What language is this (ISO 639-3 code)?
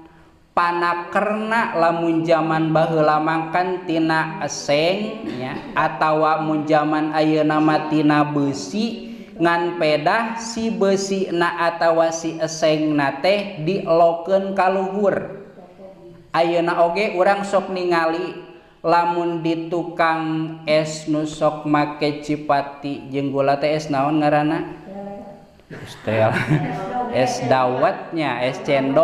sun